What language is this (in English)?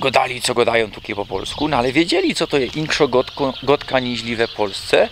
Silesian